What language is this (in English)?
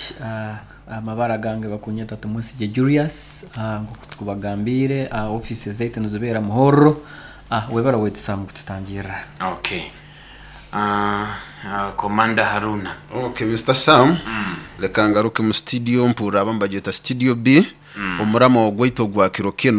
Nyoro